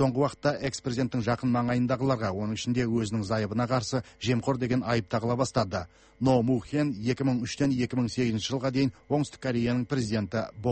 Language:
Kazakh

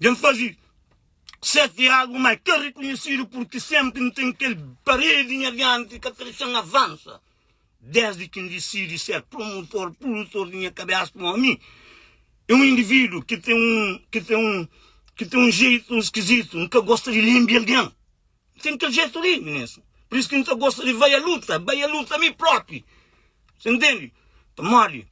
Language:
Kabuverdianu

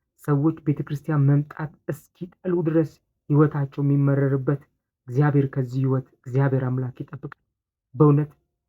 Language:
Amharic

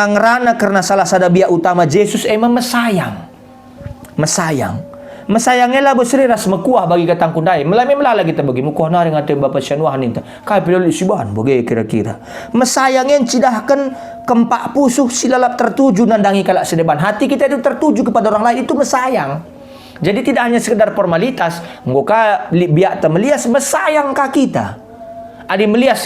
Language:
Batak Karo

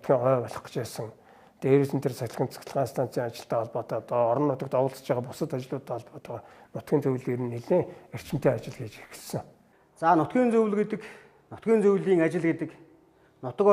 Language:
Mongolian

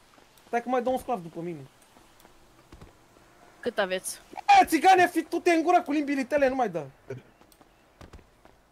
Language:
Romanian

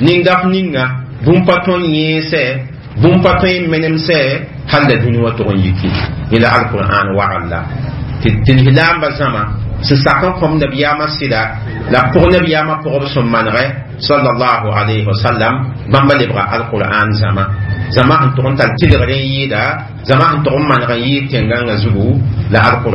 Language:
Mossi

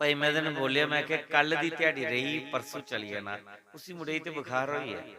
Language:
Dogri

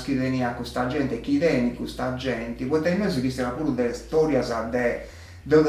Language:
Sardinian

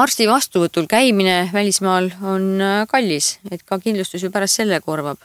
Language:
Estonian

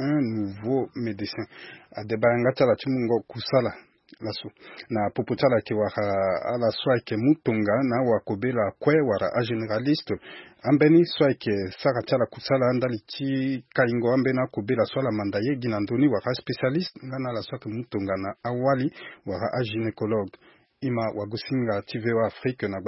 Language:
Sango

